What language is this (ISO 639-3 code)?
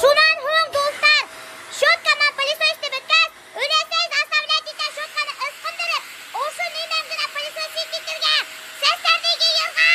bak